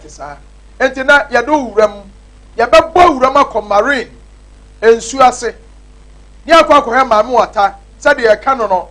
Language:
Akan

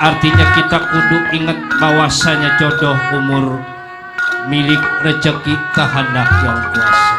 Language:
Betawi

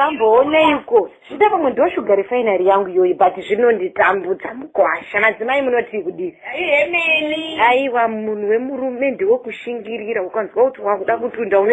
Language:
Shona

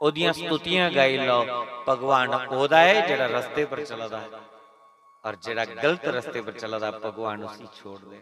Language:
Dogri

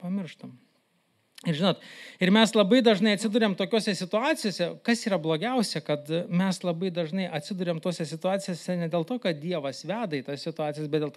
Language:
Lithuanian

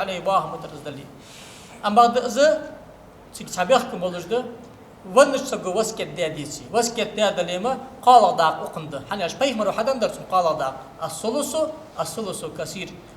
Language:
Ingush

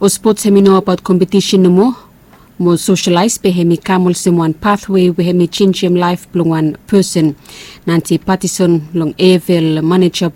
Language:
Bislama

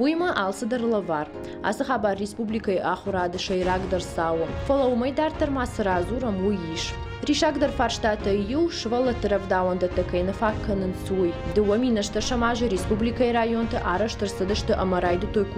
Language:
Ossetic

